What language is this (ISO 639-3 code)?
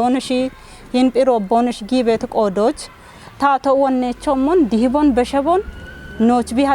kbr